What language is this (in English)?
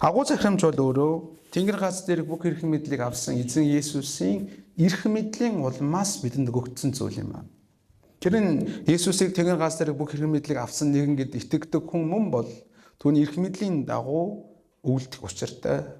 Mongolian